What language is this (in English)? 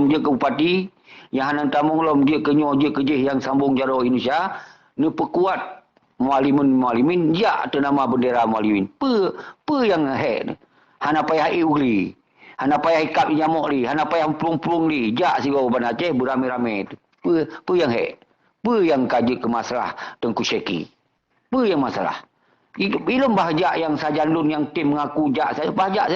Achinese